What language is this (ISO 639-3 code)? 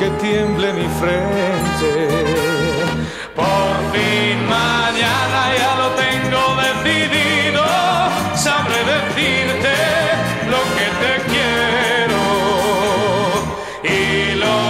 spa